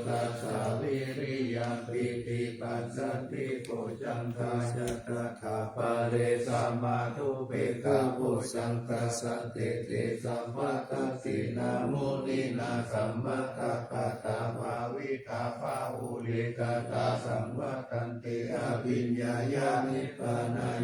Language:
Pali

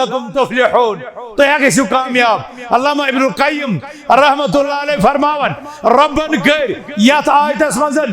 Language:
Kashmiri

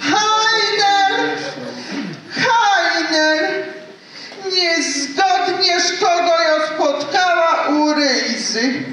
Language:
Silesian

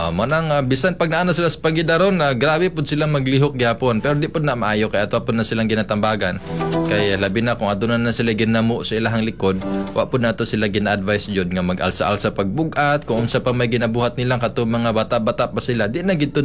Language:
Cebuano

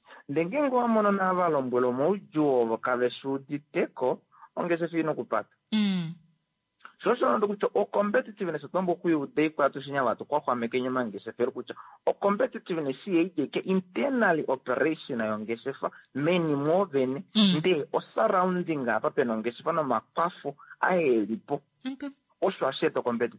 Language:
Kuanyama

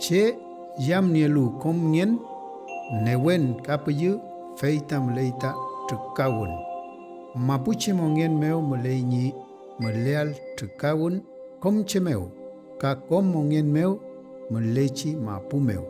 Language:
Mapuche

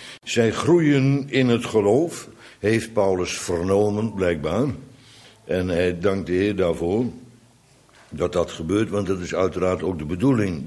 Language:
Dutch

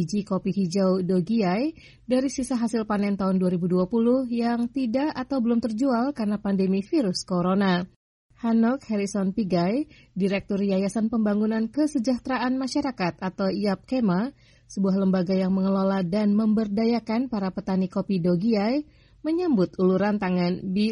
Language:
Indonesian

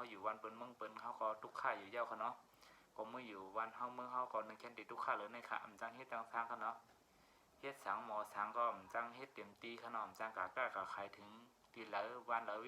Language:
Shan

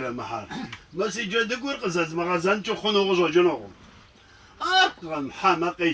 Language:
Kabardian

